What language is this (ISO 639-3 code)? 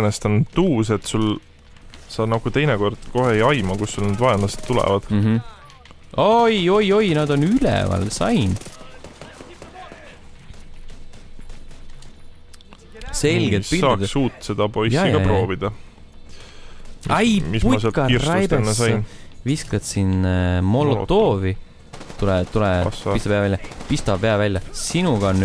est